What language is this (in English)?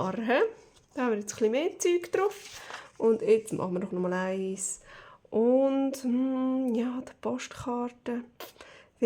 Swiss German